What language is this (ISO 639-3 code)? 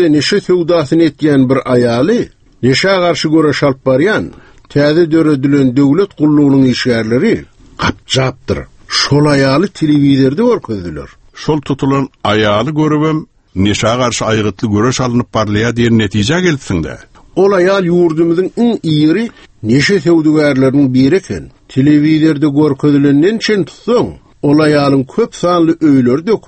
tuk